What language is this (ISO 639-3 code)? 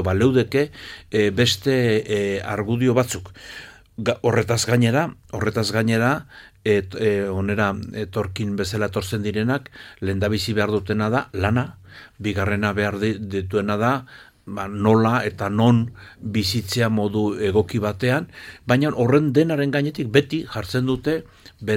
eus